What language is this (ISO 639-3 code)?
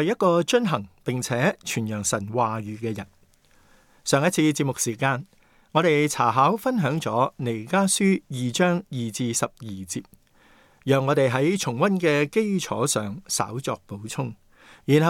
yue